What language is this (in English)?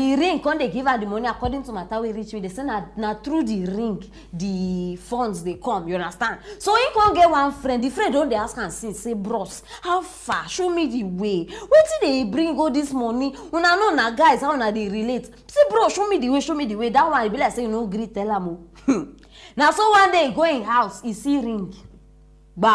Nigerian Pidgin